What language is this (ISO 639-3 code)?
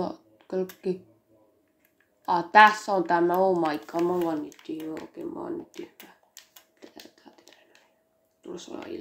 fin